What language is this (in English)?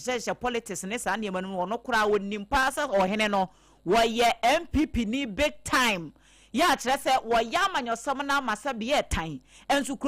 Akan